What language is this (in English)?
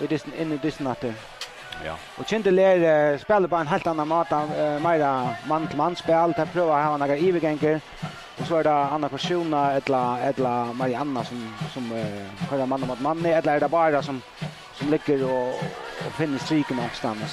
Faroese